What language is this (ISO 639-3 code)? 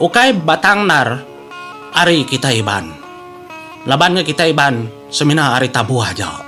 iba